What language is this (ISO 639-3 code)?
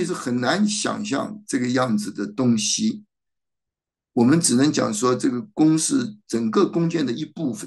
zho